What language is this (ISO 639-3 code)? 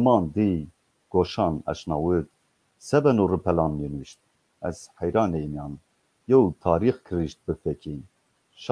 zza